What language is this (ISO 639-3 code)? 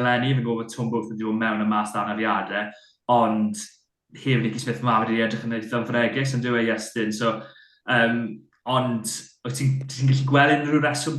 cym